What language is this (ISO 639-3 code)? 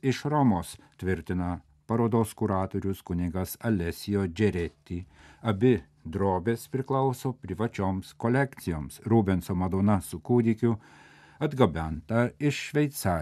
lit